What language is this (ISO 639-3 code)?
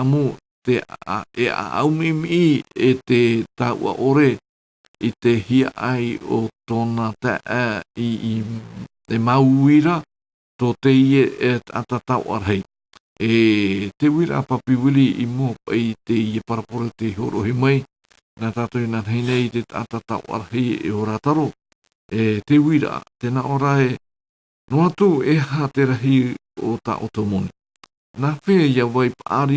tah